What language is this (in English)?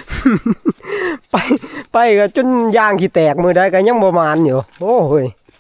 Northeastern Thai